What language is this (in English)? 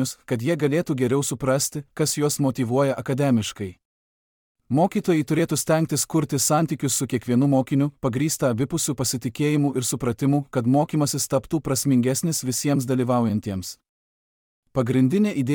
Lithuanian